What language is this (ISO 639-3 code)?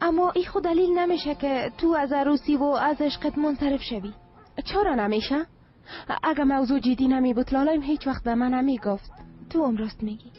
fas